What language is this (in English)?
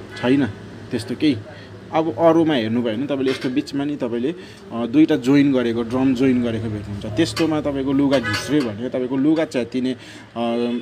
Nepali